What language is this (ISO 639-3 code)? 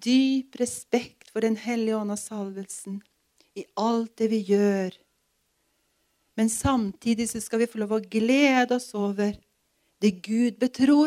nor